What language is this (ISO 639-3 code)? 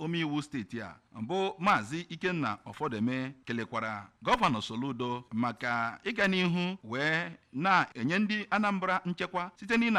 ibo